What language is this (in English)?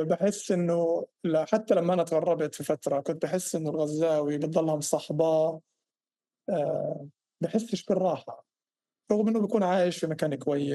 North Levantine Arabic